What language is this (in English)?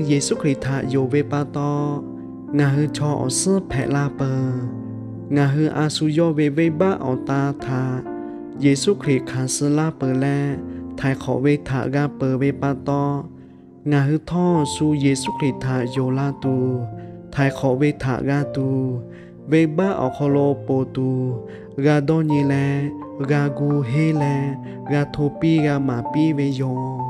Lahu